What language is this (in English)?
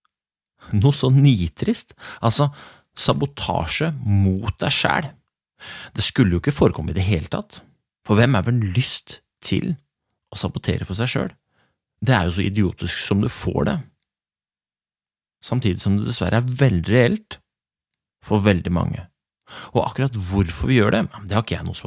Norwegian